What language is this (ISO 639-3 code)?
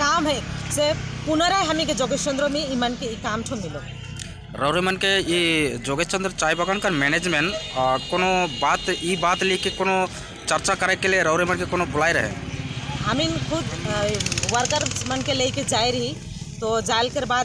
sck